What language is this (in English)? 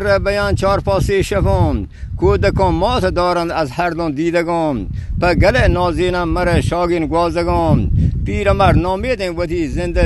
Eastern Balochi